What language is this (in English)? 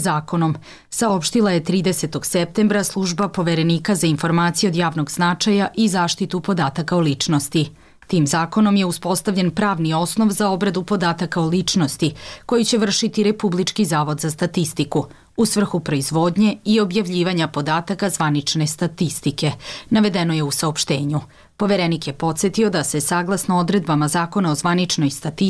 Serbian